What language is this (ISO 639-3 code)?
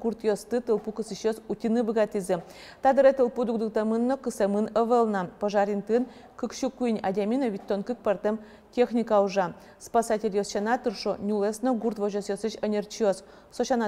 udm